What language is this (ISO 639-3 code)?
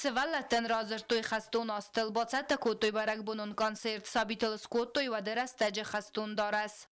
oss